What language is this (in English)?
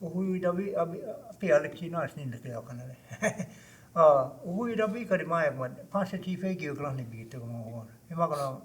Choctaw